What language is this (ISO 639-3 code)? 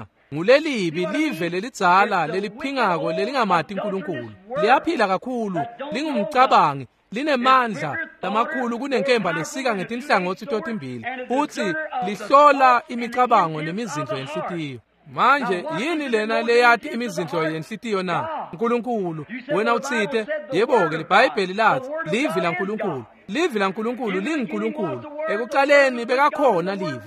ssw